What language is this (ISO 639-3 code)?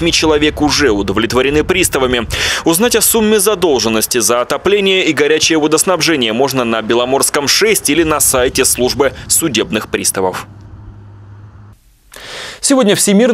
rus